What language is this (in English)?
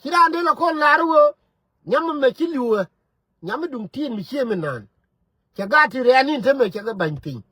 Nuer